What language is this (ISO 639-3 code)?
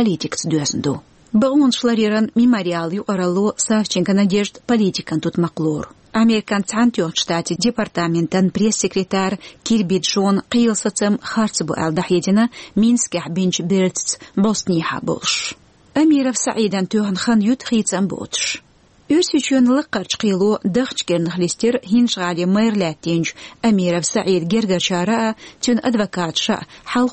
che